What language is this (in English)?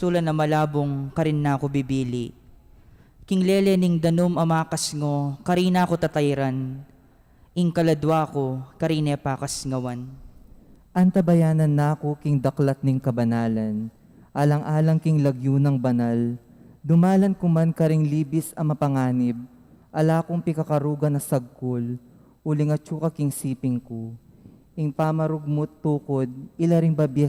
Pampanga